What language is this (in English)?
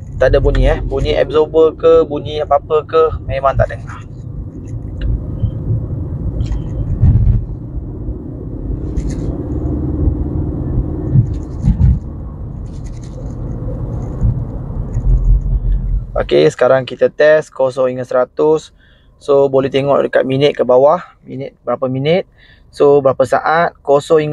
Malay